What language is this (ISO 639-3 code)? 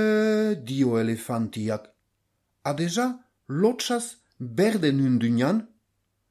eus